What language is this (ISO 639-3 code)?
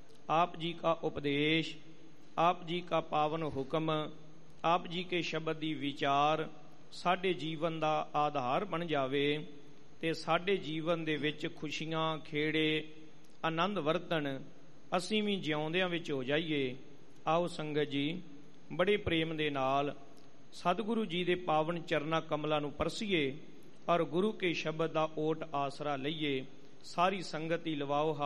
pan